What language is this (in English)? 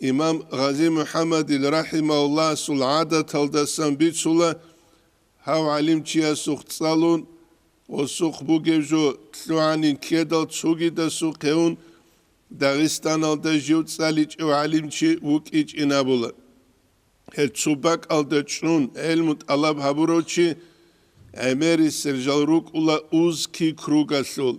Avaric